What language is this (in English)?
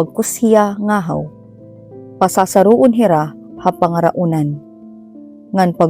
Waray